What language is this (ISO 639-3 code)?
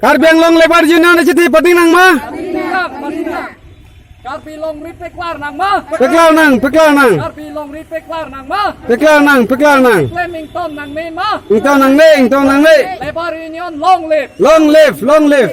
mjw